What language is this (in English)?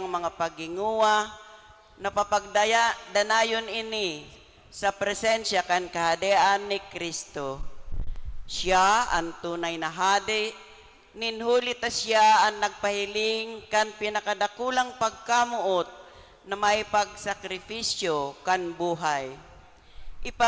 Bikol